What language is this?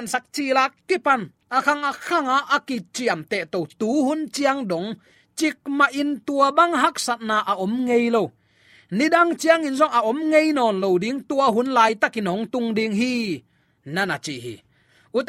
Tedim Chin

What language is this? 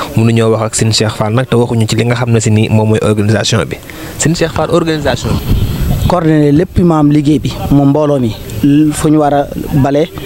Wolof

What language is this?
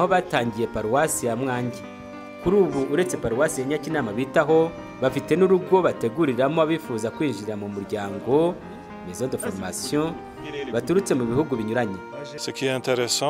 Kinyarwanda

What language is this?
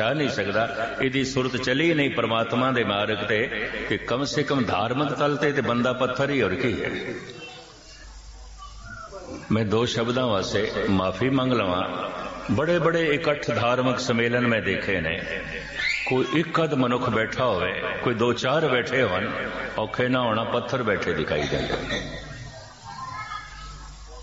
Punjabi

